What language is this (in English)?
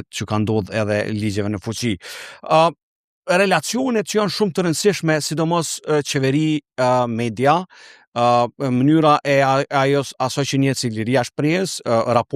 Albanian